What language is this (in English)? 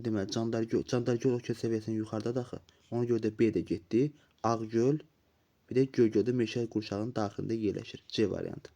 Azerbaijani